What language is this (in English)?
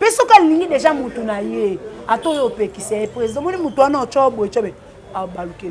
Lingala